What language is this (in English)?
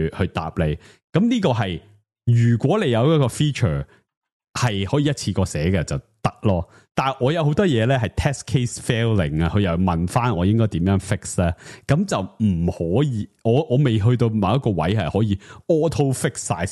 Cantonese